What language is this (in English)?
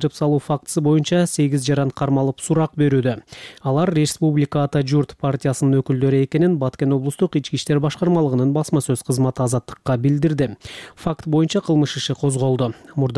Kyrgyz